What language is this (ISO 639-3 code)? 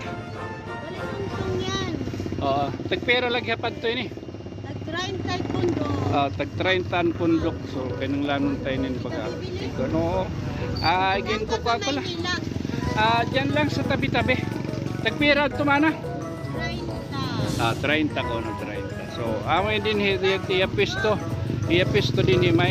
war